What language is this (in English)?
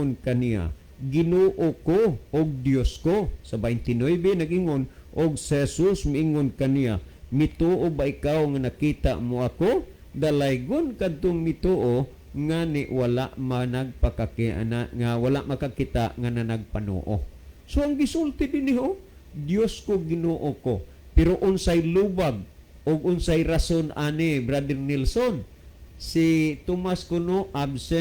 Cebuano